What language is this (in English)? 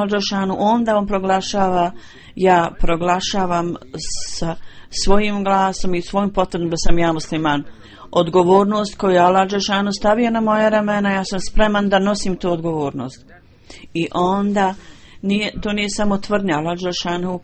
Bosnian